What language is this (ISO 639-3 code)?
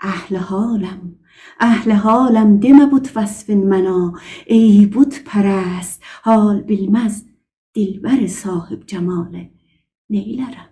azb